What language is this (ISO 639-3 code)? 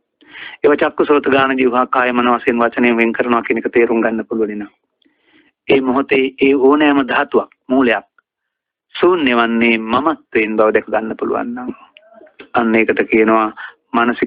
sin